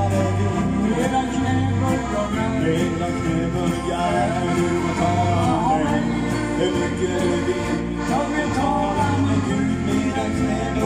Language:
Swedish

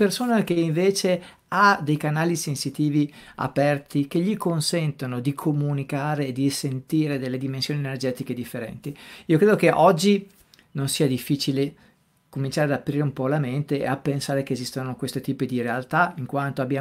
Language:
Italian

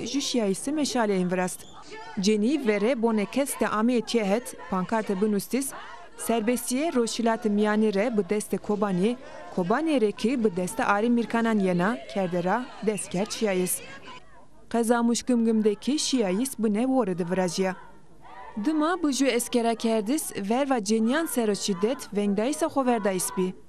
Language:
Zaza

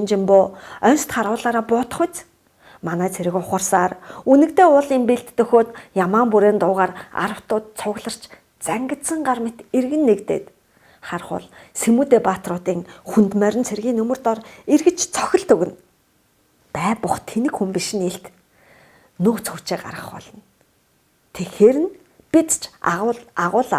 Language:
Mongolian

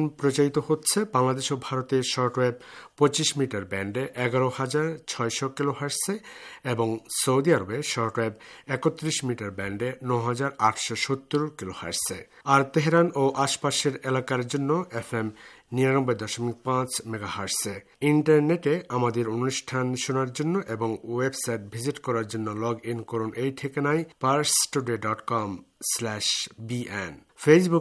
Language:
Bangla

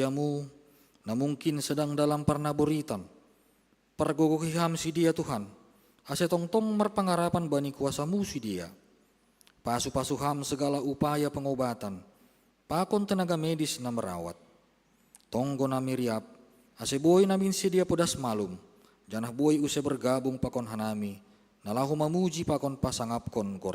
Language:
Batak Simalungun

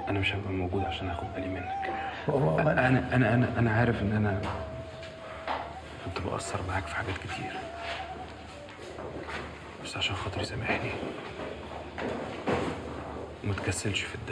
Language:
Egyptian Arabic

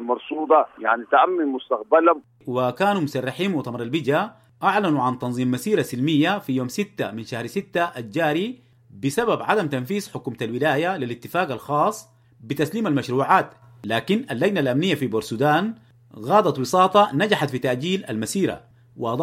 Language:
Sudanese Arabic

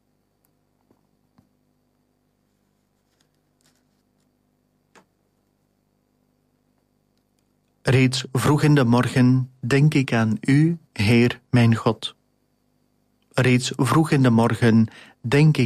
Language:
Dutch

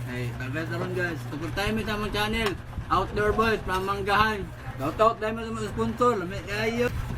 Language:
Cebuano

